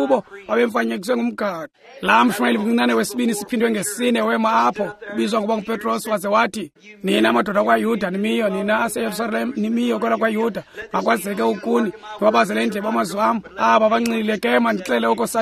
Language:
Xhosa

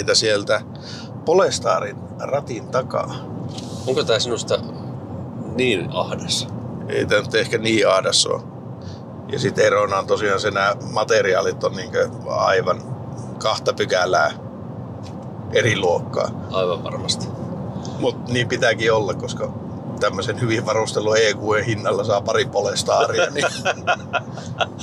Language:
Finnish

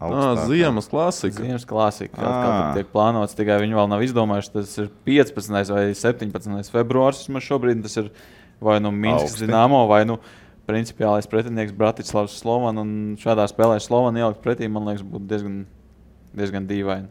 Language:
Latvian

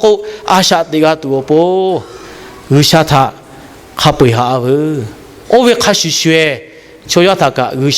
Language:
Lahu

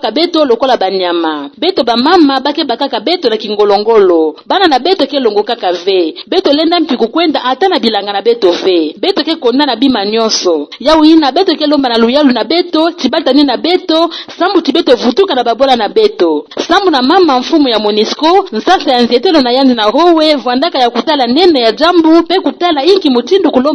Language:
Kituba (Democratic Republic of Congo)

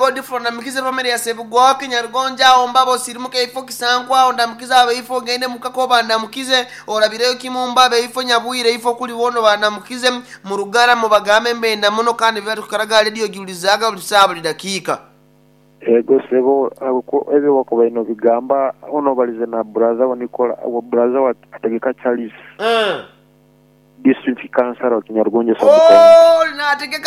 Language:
Nyoro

